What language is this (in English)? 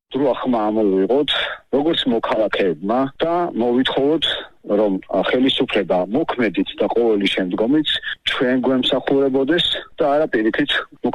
Georgian